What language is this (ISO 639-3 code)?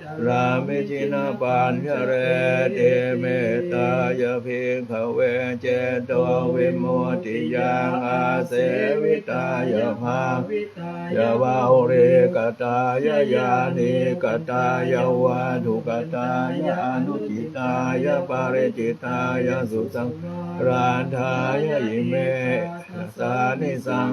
pli